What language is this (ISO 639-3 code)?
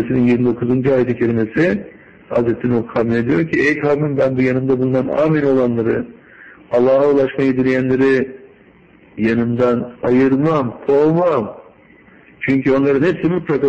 tur